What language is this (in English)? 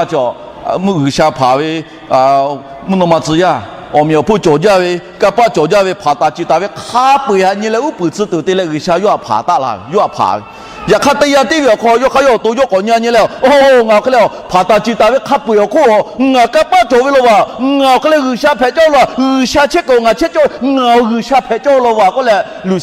Lahu